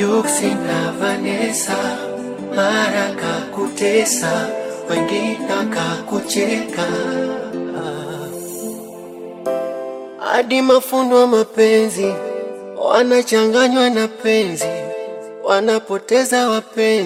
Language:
Swahili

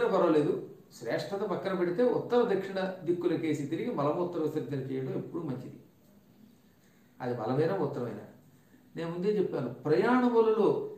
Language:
Telugu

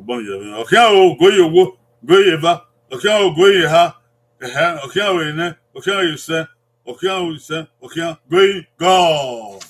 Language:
Bini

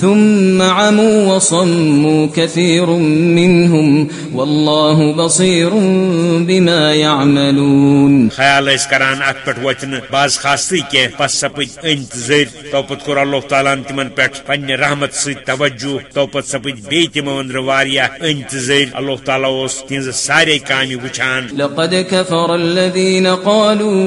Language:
Kashmiri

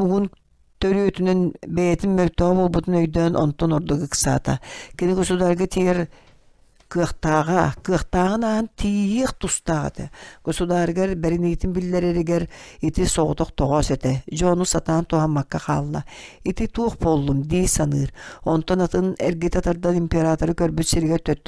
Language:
Yakut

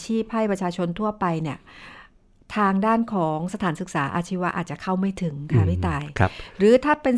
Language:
Thai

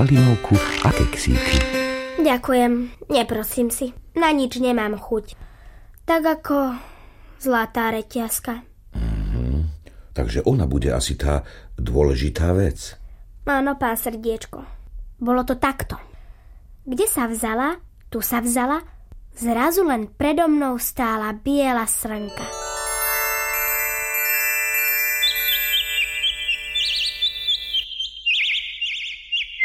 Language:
Slovak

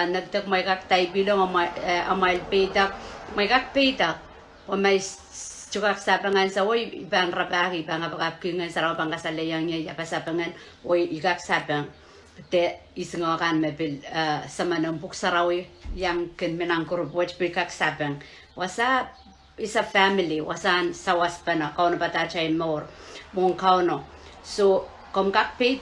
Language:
Pohnpeian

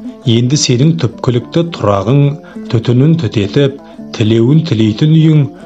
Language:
Kazakh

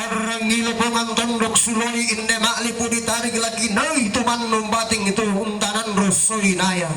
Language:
Toraja-Sa'dan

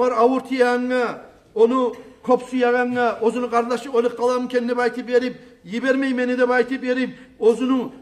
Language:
Kumyk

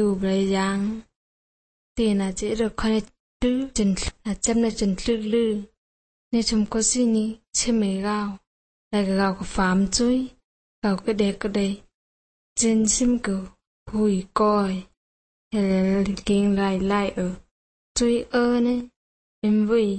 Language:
Serbian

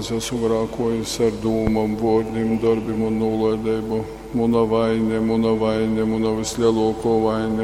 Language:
Latgalian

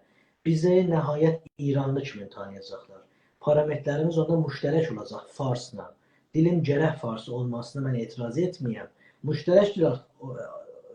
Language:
South Azerbaijani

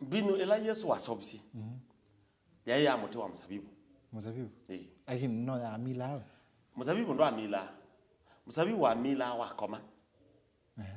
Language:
Kamba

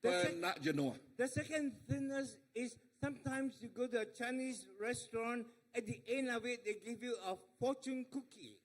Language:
Iban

